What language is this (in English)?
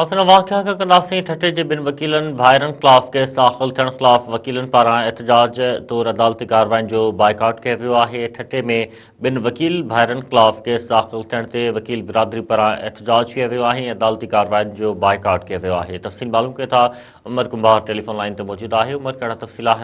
Sindhi